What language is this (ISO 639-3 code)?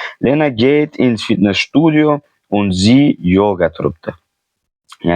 uzb